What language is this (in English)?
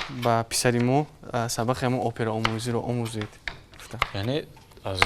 Tajik